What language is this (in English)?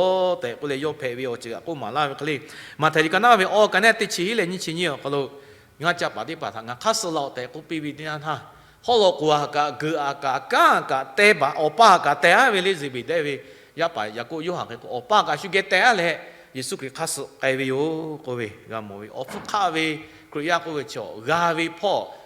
Lahu